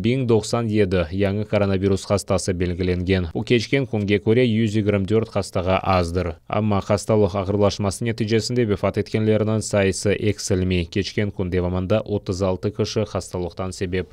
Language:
Crimean Tatar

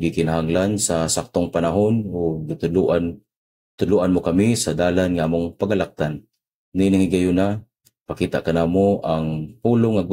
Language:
Cebuano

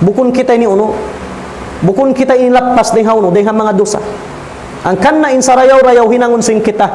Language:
Tausug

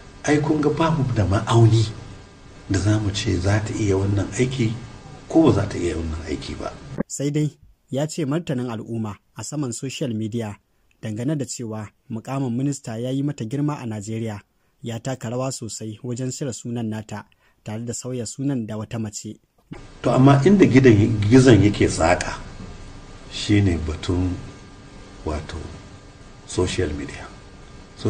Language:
Hausa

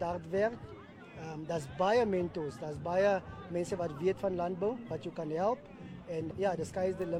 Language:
Afrikaans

